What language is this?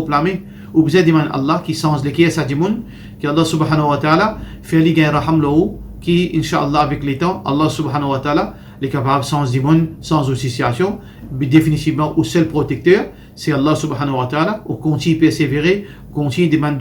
Morisyen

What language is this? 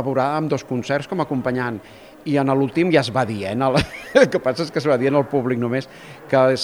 Catalan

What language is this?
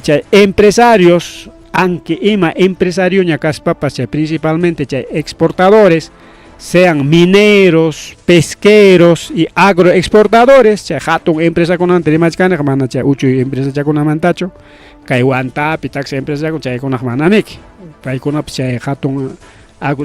Ayacucho Quechua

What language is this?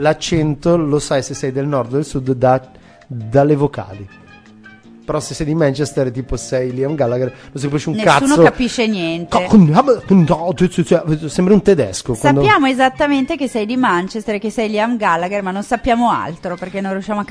Italian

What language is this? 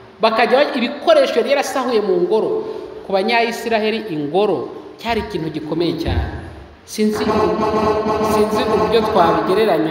Kinyarwanda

